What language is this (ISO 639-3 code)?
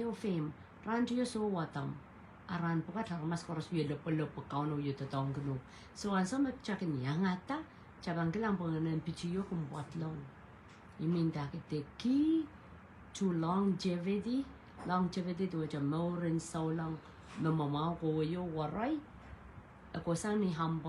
pon